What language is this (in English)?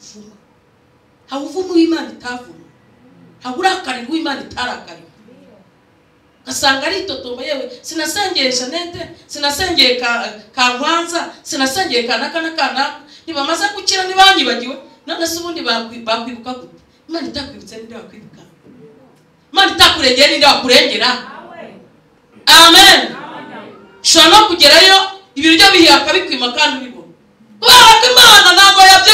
Kinyarwanda